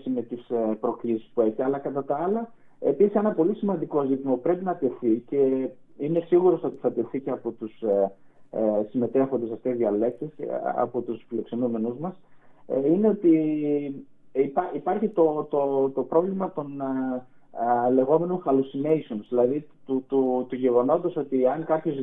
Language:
Greek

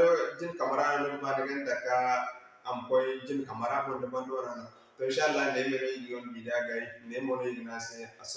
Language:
Zarma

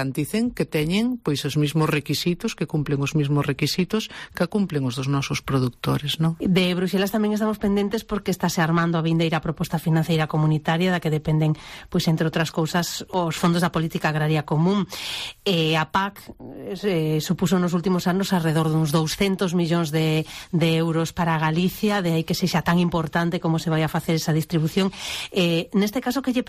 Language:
Galician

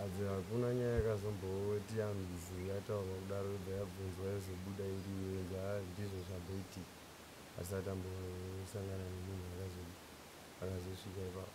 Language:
Shona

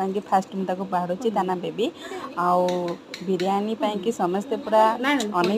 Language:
Odia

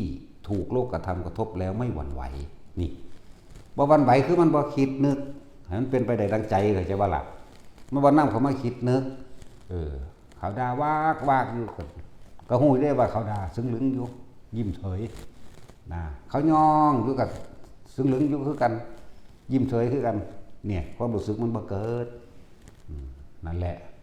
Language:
Northeastern Thai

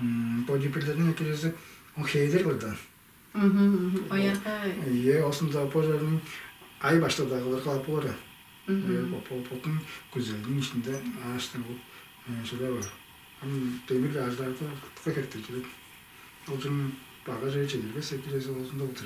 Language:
Tuvinian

